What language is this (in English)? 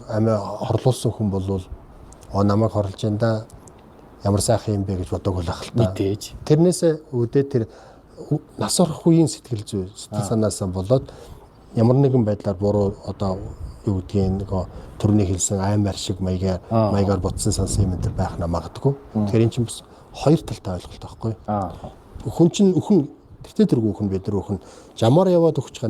Mongolian